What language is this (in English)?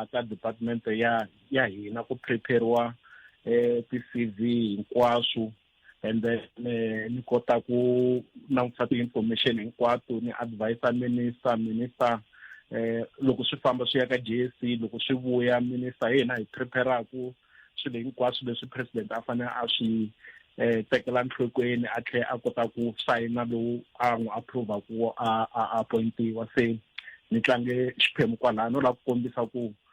Tsonga